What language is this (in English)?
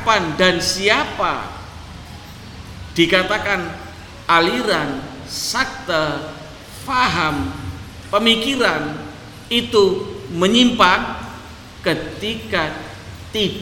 Indonesian